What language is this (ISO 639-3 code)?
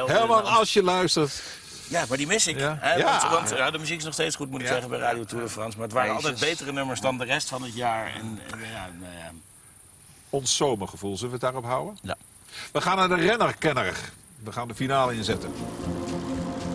nld